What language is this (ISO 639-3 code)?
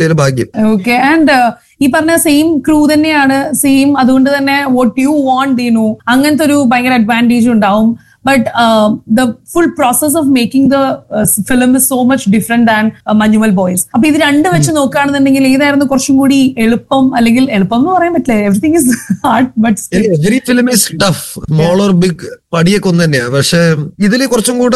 mal